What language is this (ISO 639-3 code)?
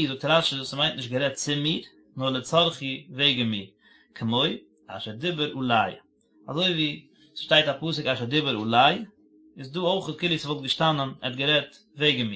yid